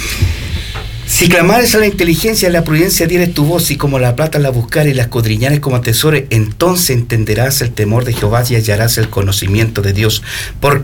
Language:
Spanish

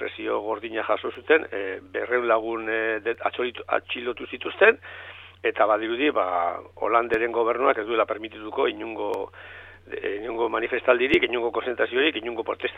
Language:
Basque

